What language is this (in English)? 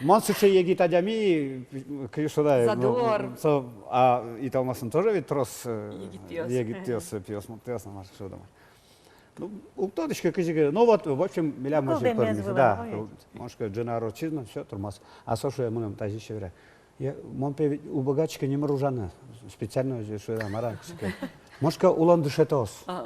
Udmurt